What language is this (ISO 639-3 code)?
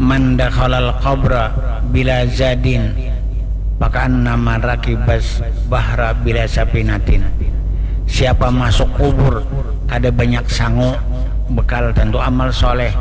bjn